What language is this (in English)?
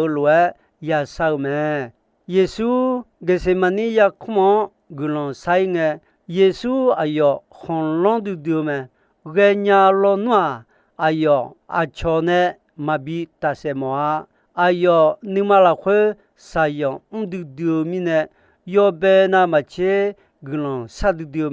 Akha